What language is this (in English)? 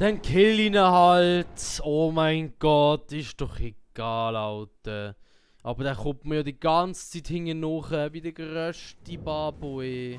Swiss German